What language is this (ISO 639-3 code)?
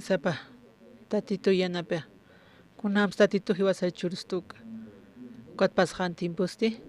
aym